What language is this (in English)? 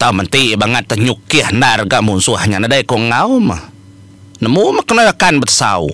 Iban